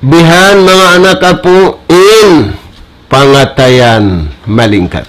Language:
Tausug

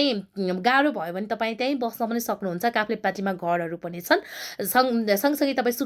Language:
Nepali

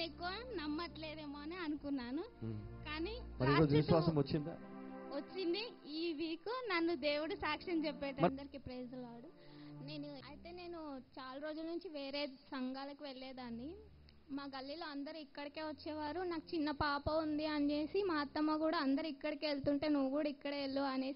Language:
Telugu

